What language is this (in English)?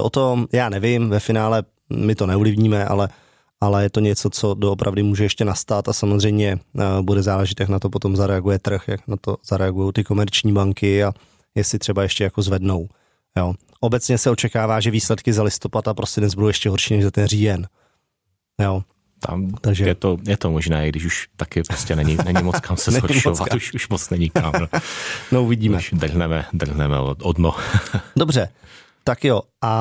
Czech